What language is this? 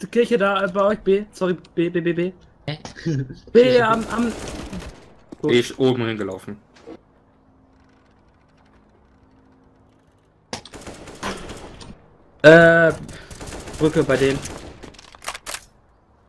German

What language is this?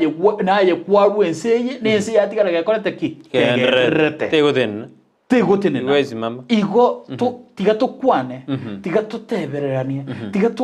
Gusii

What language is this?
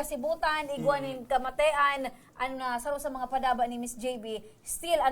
Bikol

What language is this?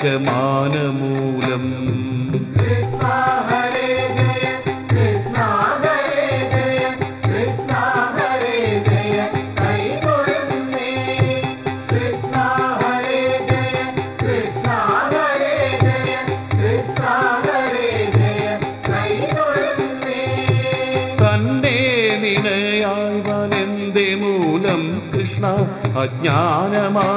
Malayalam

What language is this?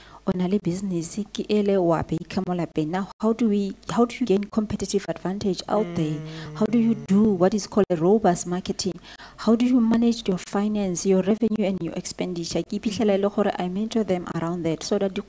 Tswana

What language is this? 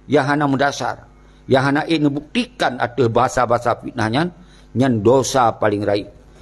Achinese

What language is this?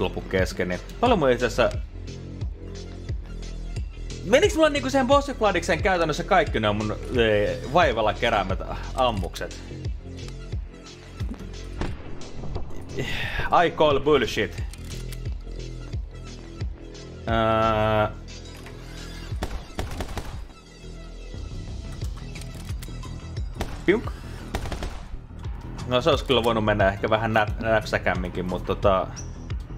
Finnish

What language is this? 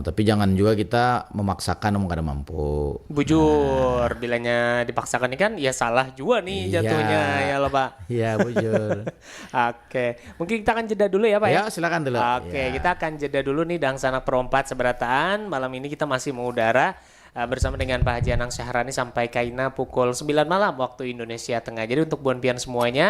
Banjar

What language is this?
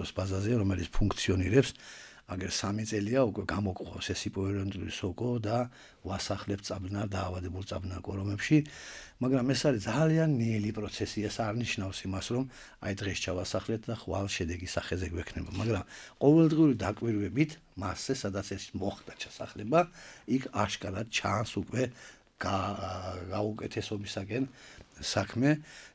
Georgian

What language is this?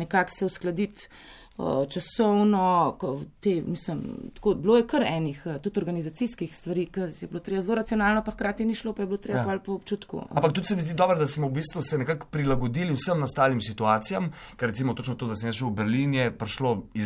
Slovenian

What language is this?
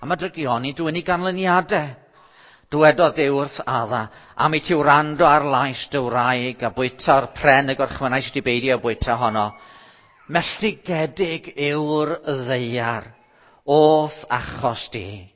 Welsh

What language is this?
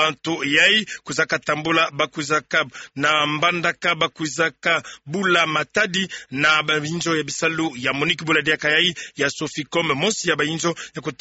Kituba (Democratic Republic of Congo)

